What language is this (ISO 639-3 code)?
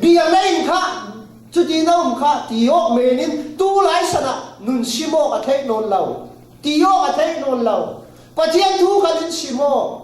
cfm